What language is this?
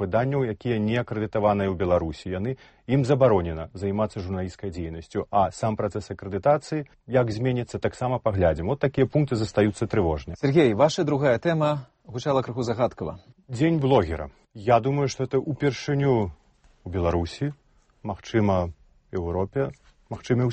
Belarusian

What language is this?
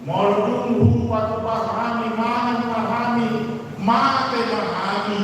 Batak Toba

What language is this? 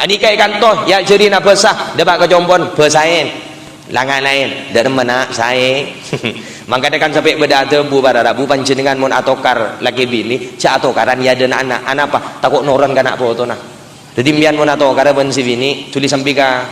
Madurese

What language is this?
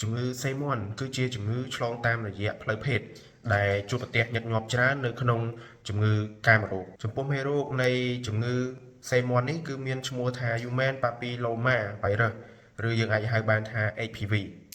Khmer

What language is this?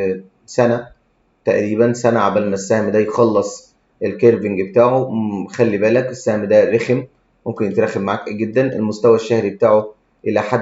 Egyptian Arabic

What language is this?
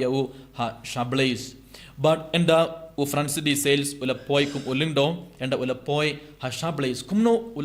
Khasi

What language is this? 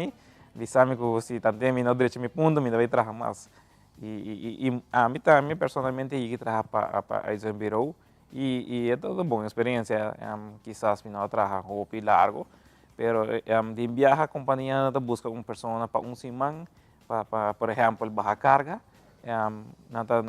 Papiamento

